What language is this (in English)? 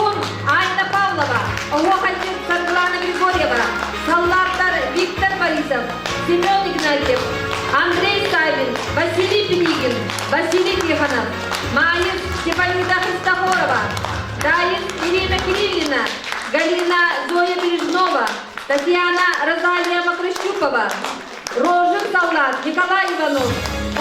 Yakut